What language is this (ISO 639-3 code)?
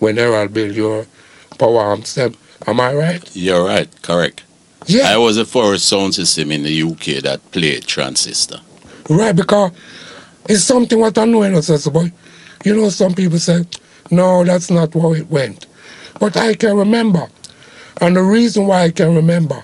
jam